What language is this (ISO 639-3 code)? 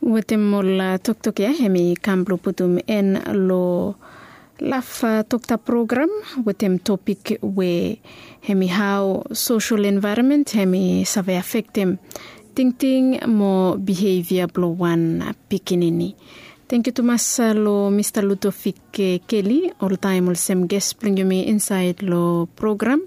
bis